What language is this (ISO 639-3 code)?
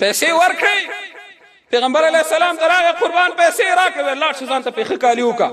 pus